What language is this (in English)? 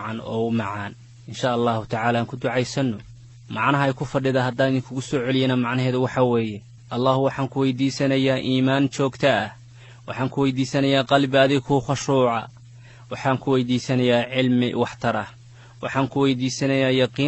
Somali